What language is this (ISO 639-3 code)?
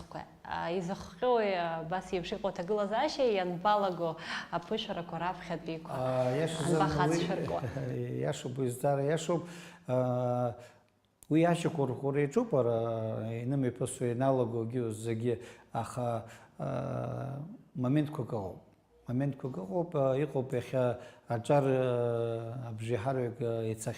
abk